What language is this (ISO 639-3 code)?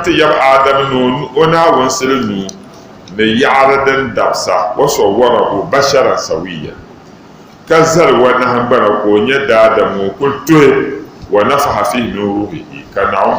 dag